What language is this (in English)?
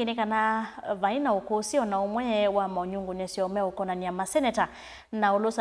Kamba